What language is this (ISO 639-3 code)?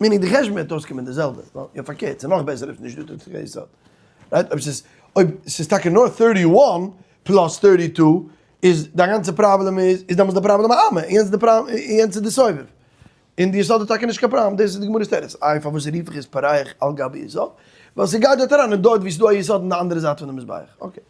yid